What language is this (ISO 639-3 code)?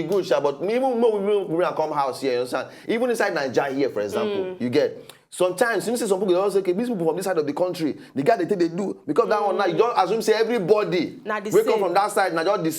pcm